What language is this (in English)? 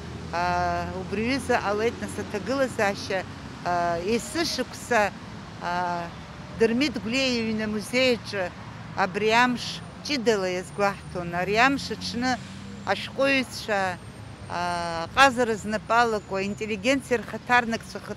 Abkhazian